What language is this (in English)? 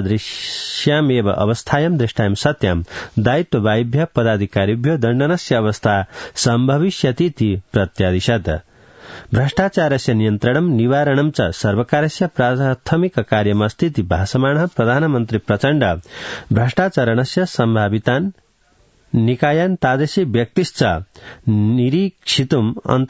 Sanskrit